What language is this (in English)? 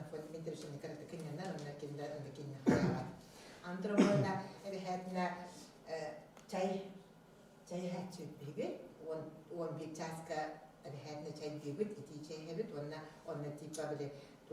Yakut